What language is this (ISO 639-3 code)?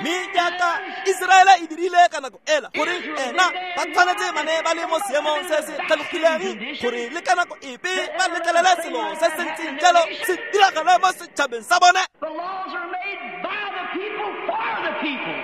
tsn